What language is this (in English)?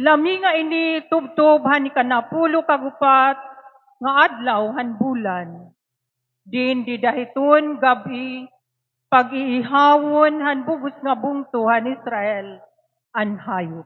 Waray